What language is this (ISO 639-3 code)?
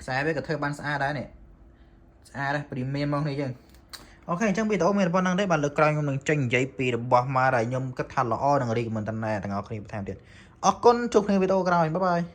khm